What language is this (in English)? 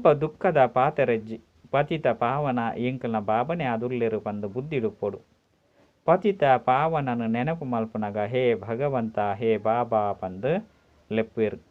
Tulu